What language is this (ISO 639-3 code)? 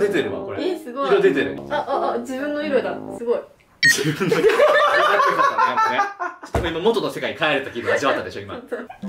jpn